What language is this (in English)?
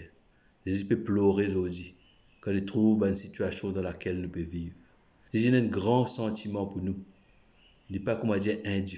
Morisyen